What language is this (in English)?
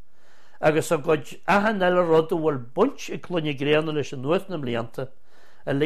Irish